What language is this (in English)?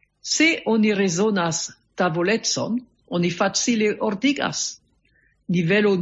Esperanto